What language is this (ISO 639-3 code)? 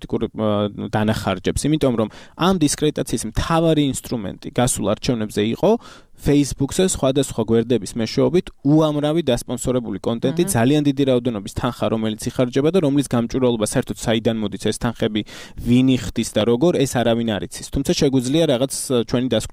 kat